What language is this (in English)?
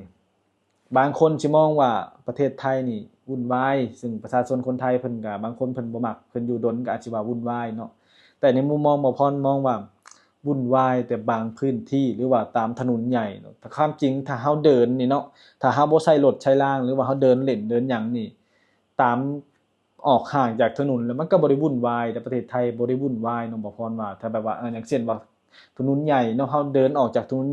Lao